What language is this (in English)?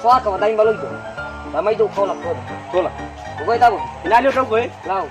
Nias